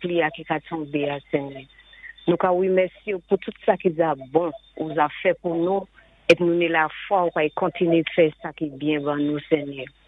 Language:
Saint Lucian Creole French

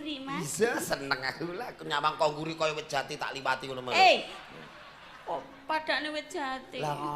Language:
Javanese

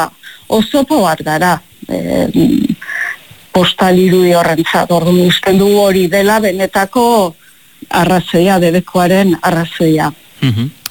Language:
Basque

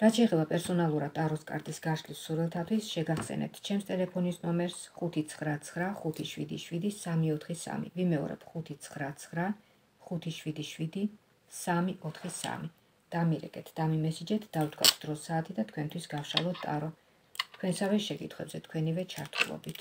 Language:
Georgian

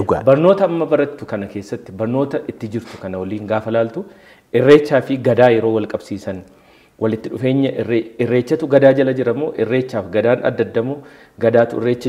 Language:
Oromo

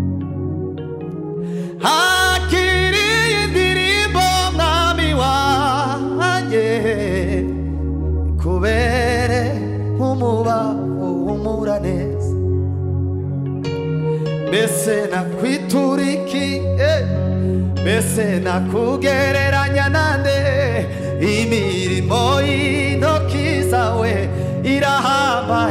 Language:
Kinyarwanda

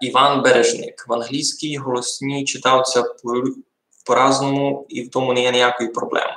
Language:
Rusyn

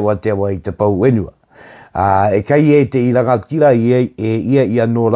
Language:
Māori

